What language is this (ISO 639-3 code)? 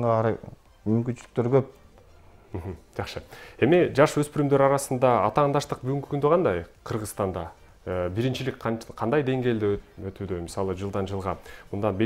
kir